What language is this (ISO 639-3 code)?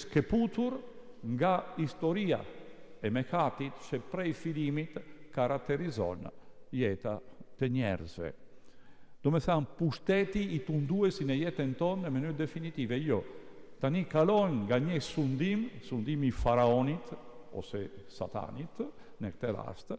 sqi